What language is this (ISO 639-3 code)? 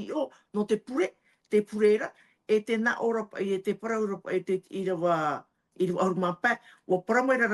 tah